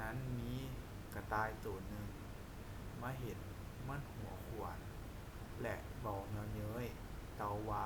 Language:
Lao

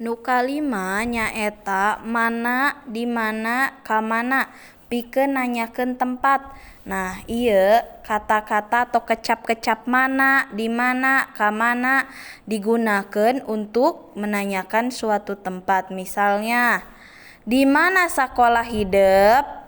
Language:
Sundanese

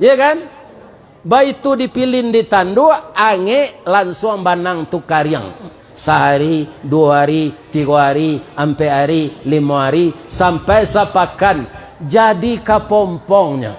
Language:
Minangkabau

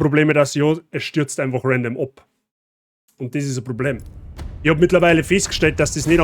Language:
Bavarian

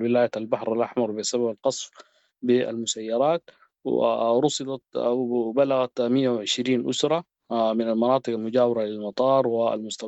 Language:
Sudanese Arabic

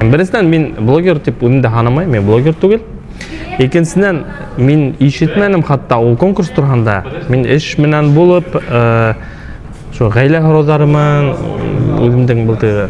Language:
Bashkir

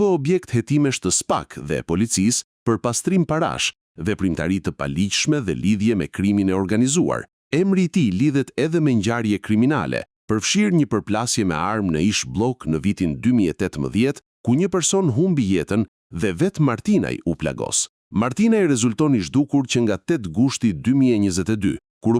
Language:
Albanian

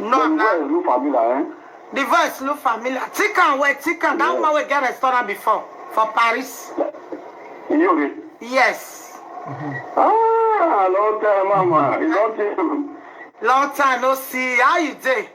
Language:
Nigerian Pidgin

